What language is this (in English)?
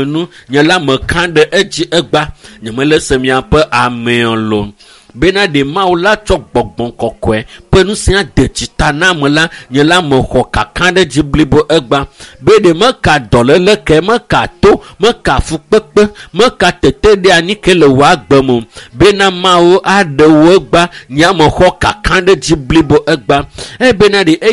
Ewe